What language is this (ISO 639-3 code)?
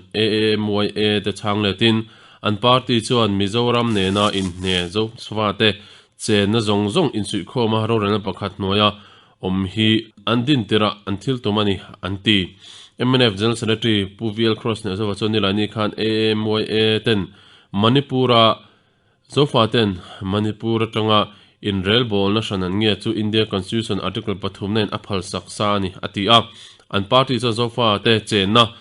lus